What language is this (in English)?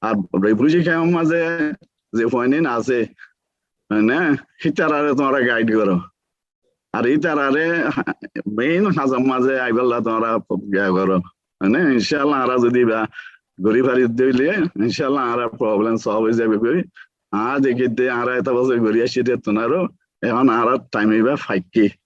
Rohingya